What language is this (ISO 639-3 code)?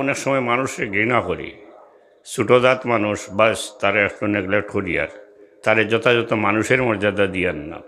syl